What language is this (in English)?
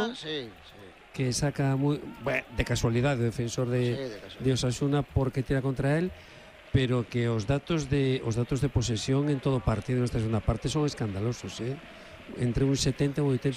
Galician